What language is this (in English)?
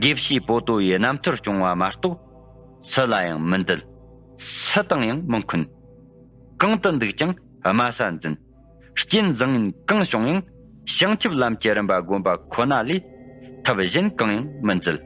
Tibetan